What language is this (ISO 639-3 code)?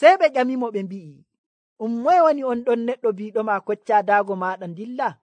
fuv